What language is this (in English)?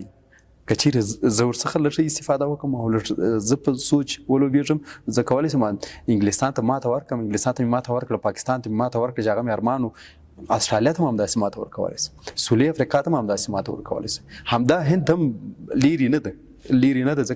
Pashto